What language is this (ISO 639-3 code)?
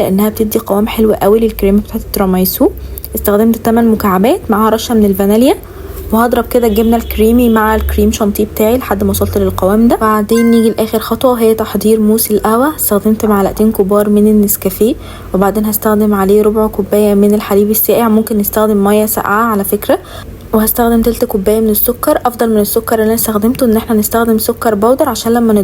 arz